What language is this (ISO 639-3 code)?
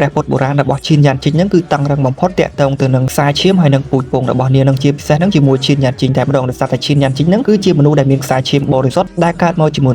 khm